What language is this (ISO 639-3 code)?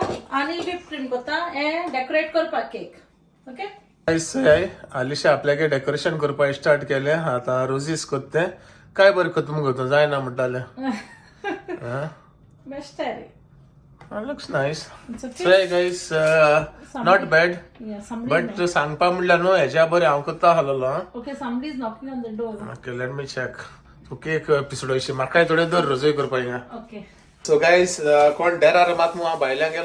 kok